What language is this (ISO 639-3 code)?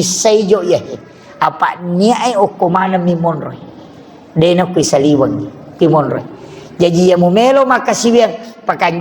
bug